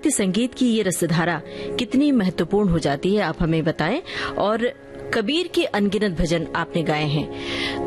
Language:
Hindi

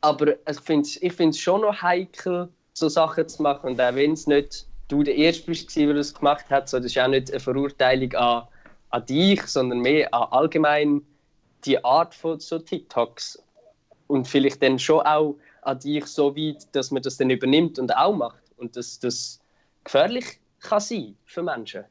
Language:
Swiss German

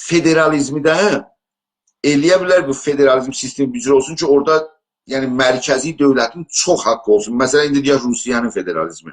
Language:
South Azerbaijani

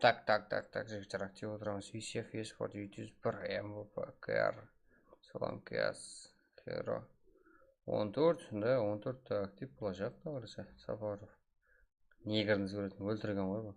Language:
Kara-Kalpak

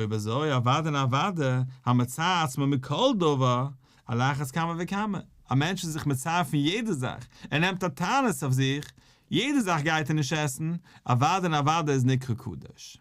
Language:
Yiddish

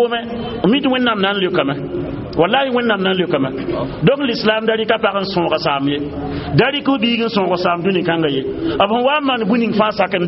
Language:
Mossi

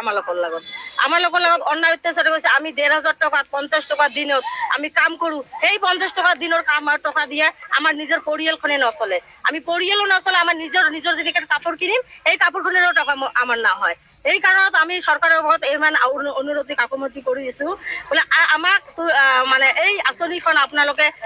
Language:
Assamese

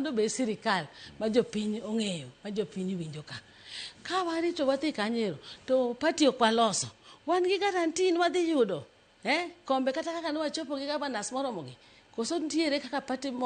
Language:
Luo (Kenya and Tanzania)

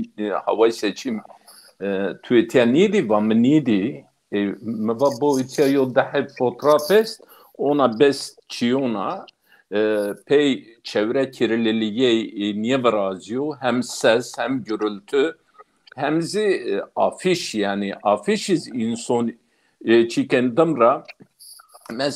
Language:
Zaza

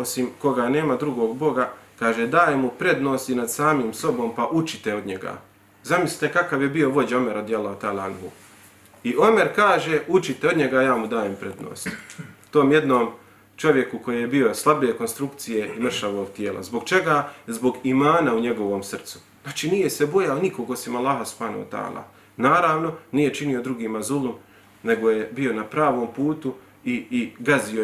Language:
Bosnian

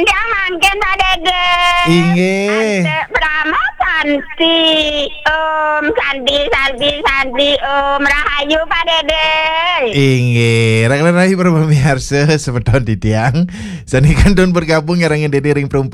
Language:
Balinese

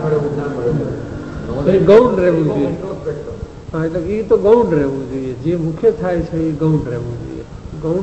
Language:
Gujarati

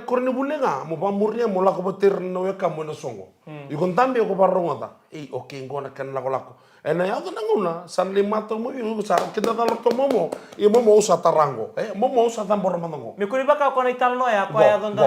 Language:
Fijian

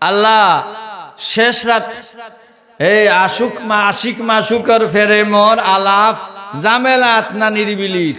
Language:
Sylheti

